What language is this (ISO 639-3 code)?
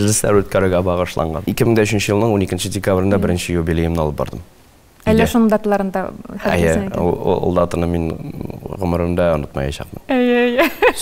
tat